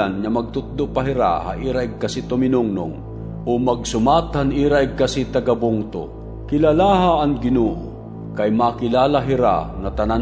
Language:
Waray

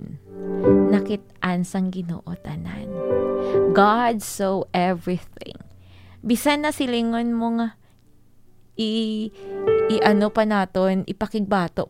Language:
Hiligaynon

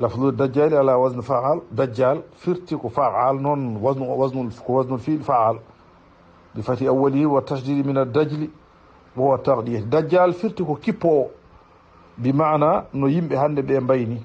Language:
Fula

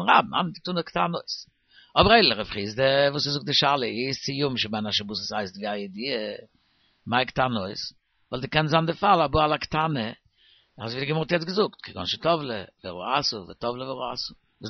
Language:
Yiddish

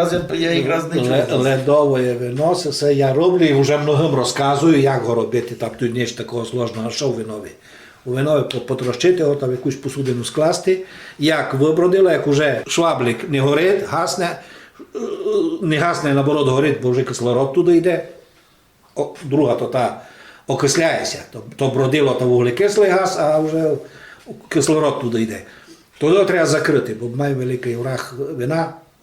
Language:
Rusyn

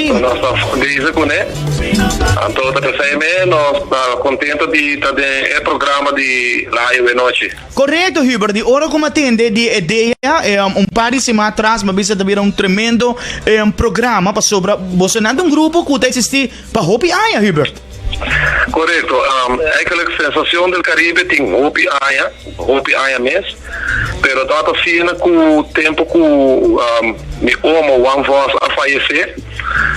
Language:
Papiamento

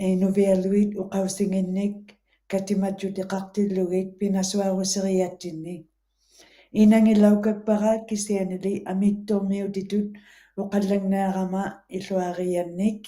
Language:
Western Canadian Inuktitut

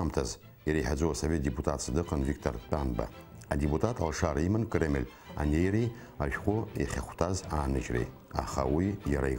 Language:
Abkhazian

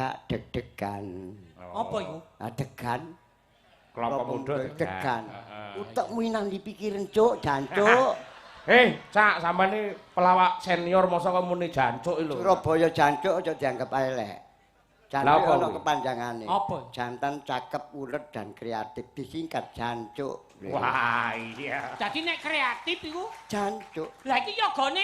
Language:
Javanese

